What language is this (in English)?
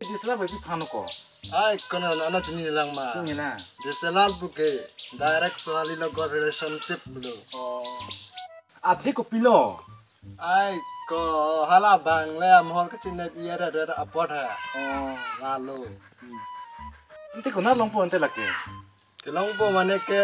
Karbi